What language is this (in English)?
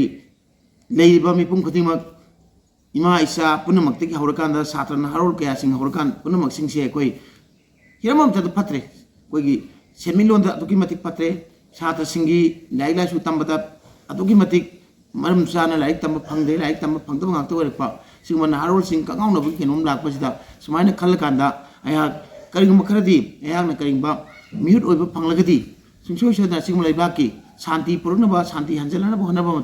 Manipuri